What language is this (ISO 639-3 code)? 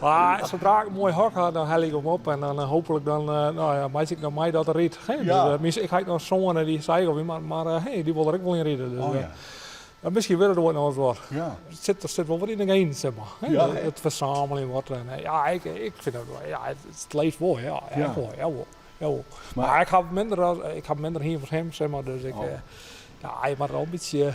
fry